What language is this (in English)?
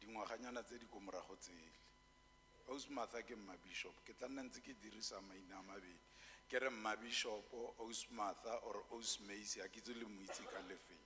Tswana